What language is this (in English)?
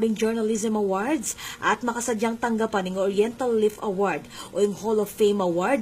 Pampanga